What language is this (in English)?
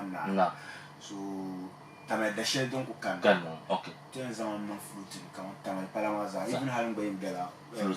Dagbani